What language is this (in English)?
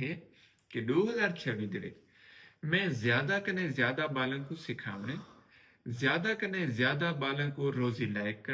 Saraiki